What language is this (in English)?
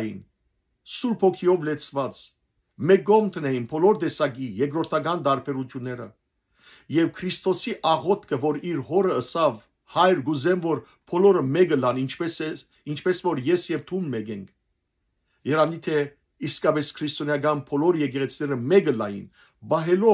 Western Armenian